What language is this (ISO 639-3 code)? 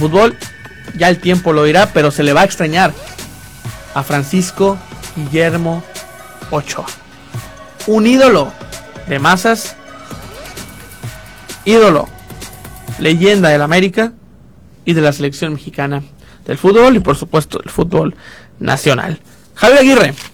spa